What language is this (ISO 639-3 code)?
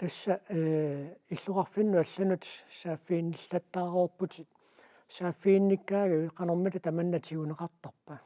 kal